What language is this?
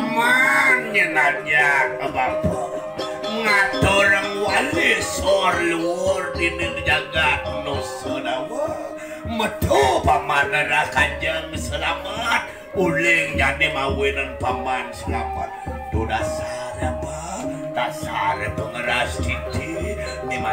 Balinese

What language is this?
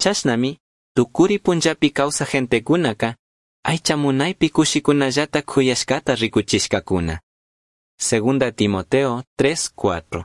Chimborazo Highland Quichua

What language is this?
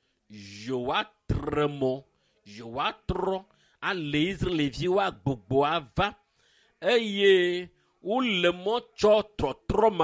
Ewe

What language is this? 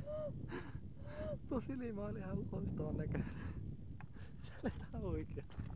Finnish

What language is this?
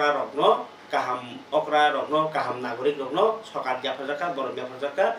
Kok Borok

